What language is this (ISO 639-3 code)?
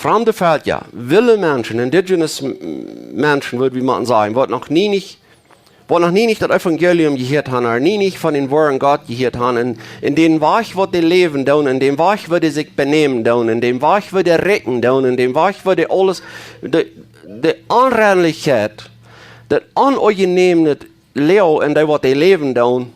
pdt